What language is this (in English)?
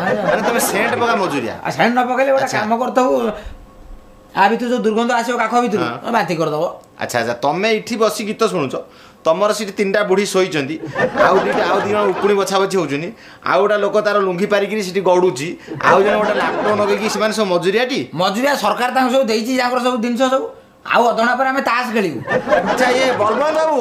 Odia